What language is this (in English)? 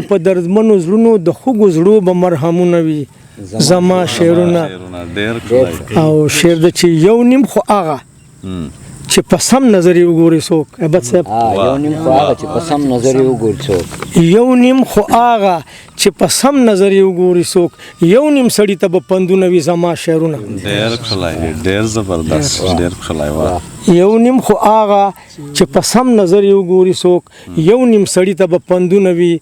Pashto